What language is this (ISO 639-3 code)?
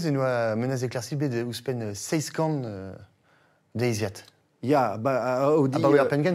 bre